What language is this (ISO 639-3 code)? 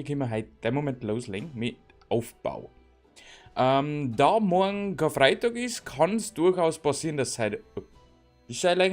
bar